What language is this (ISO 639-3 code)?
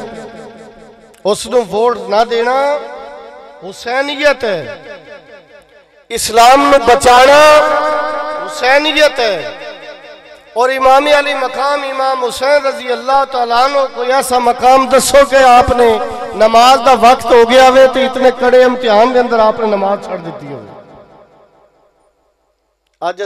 lah